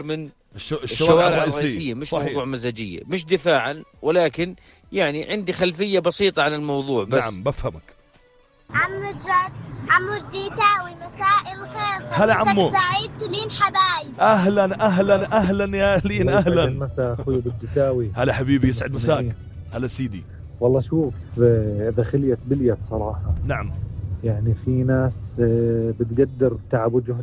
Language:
North Levantine Arabic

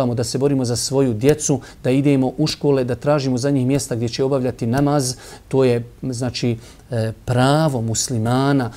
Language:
Bosnian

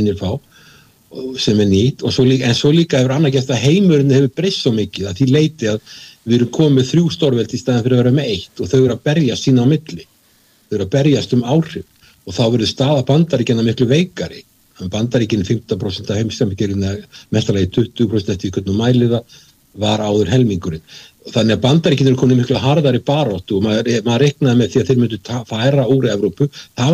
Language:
Icelandic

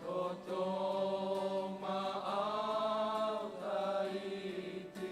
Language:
Batak Toba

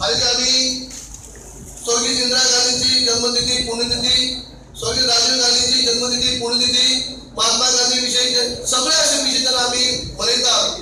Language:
Konkani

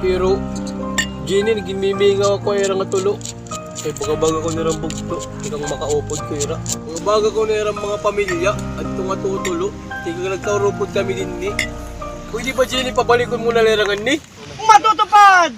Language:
Waray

